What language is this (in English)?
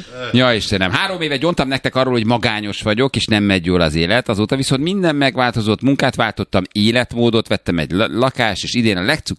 Hungarian